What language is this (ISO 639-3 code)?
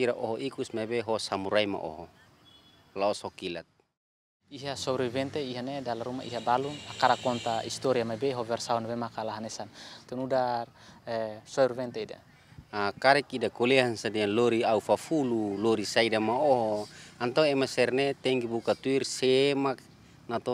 tet